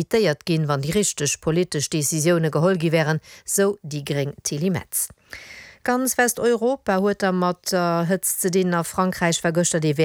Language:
Luxembourgish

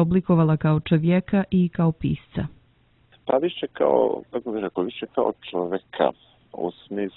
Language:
Serbian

